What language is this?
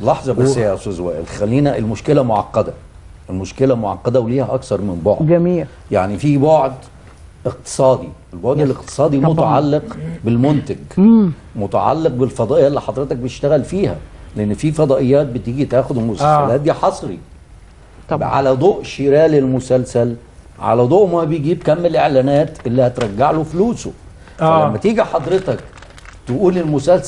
Egyptian Arabic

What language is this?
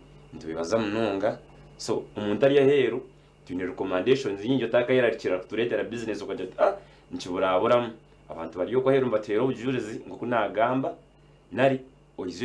Nyankole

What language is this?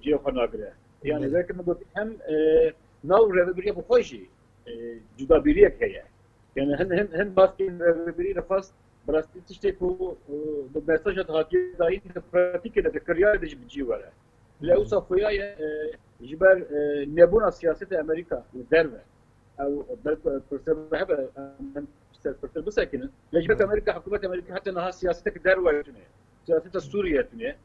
Kurdish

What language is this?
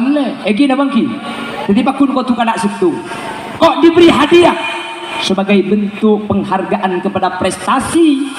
Madurese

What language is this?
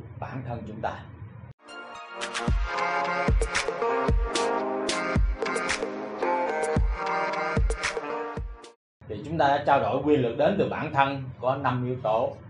Vietnamese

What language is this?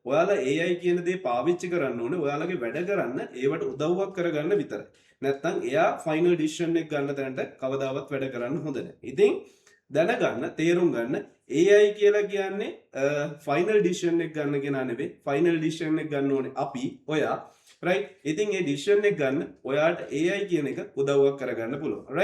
Sinhala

